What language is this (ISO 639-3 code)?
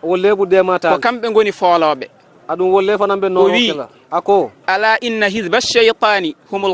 ful